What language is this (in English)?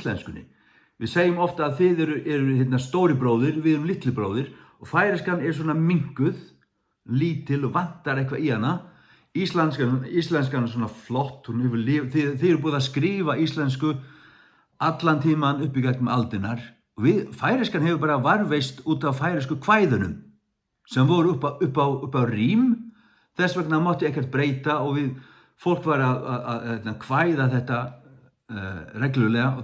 Faroese